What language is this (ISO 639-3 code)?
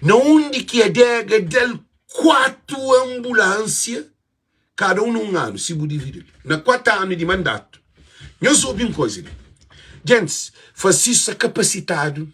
kea